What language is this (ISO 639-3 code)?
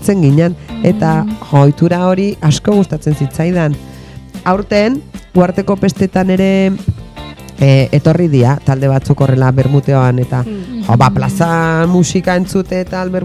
eus